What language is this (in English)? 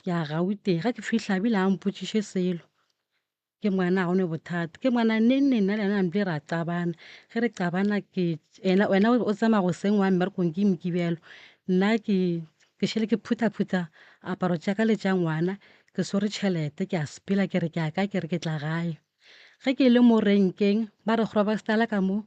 Northern Sotho